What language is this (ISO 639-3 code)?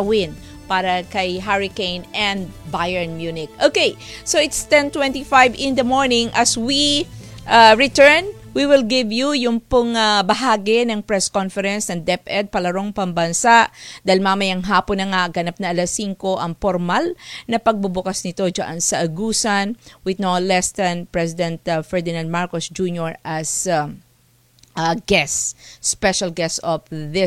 fil